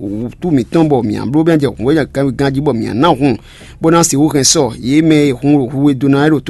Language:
Fon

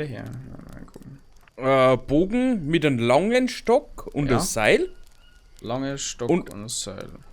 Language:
Bavarian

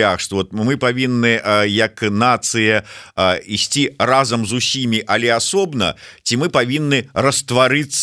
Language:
Belarusian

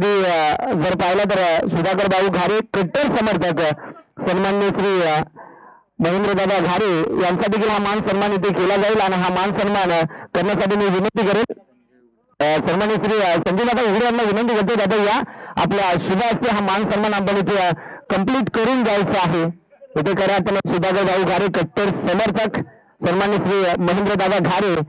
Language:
Marathi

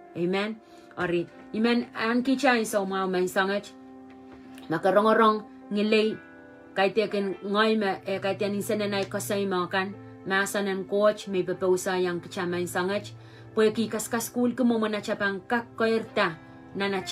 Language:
Pohnpeian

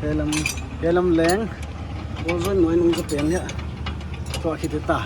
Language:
Paite Chin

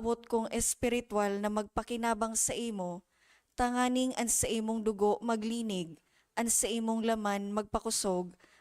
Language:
Bikol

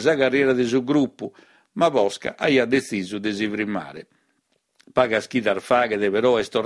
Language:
Sardinian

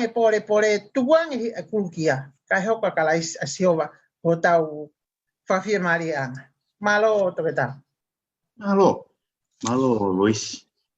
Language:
Tongan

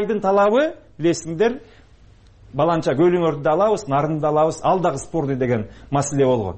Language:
Kyrgyz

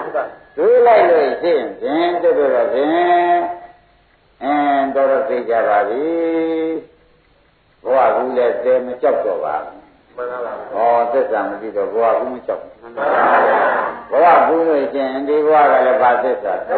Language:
Burmese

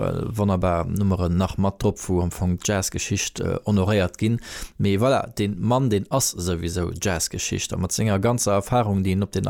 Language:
Luxembourgish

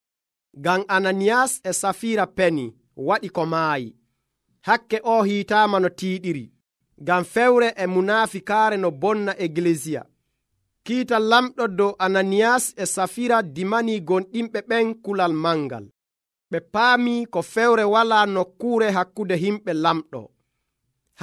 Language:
Nigerian Fulfulde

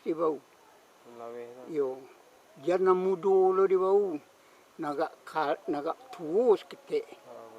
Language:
Minangkabau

